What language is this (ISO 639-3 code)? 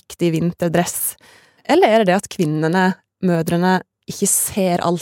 nor